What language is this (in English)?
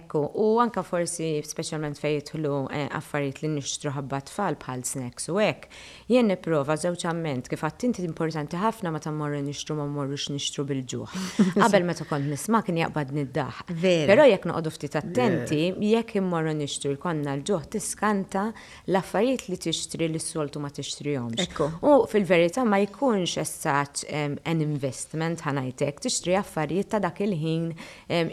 Maltese